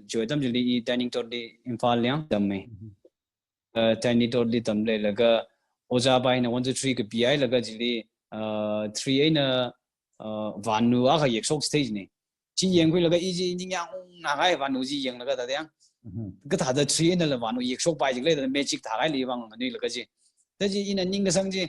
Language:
Tangkhul Naga (India)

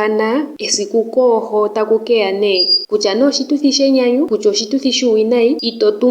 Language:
Ndonga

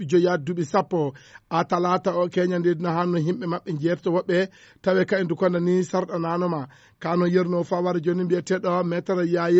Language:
Fula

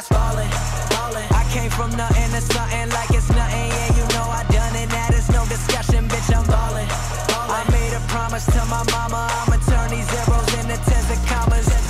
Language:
English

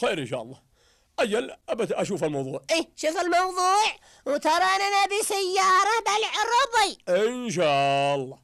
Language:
Najdi Arabic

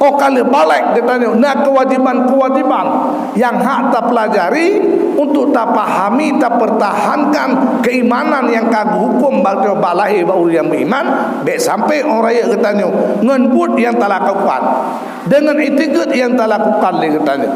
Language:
Achinese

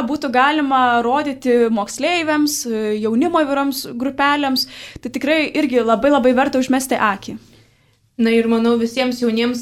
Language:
Lithuanian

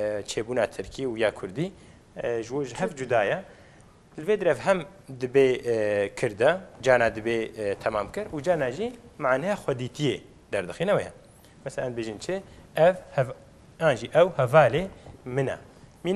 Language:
Kurdish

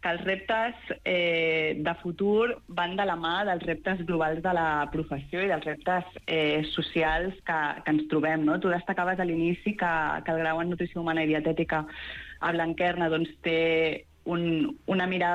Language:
Catalan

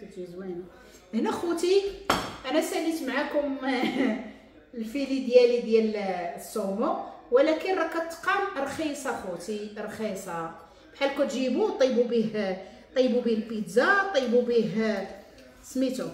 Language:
Moroccan Arabic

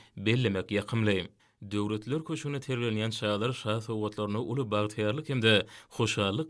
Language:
Turkmen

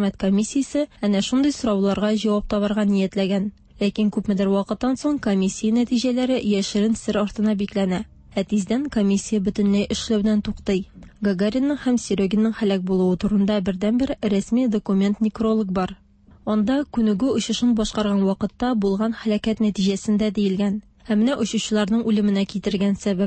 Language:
Tatar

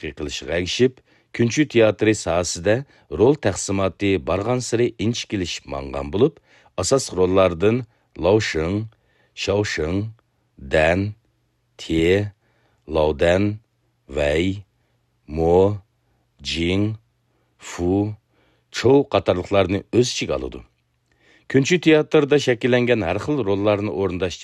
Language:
Uyghur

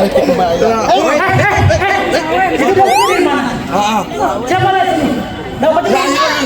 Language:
Betawi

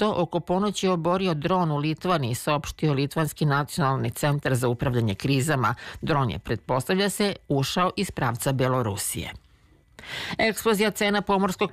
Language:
Serbian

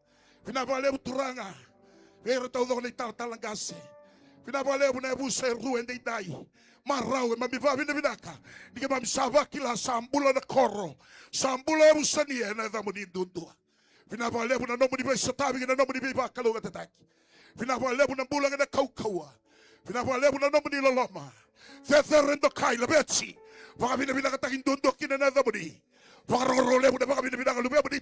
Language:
Fijian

